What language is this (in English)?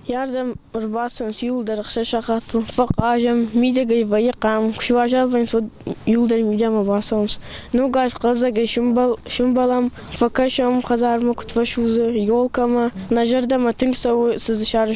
Ossetic